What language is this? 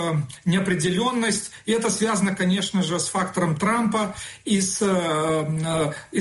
Russian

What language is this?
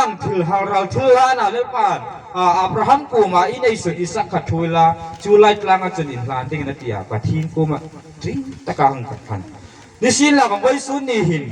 Hmar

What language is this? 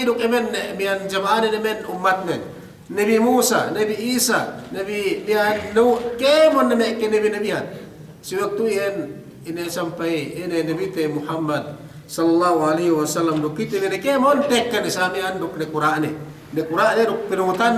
Yakan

